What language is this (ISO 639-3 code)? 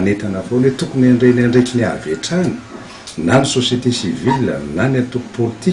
mlg